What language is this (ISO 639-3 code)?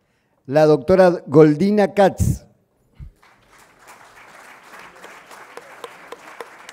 spa